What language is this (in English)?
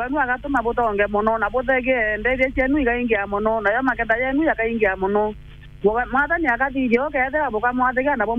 Meru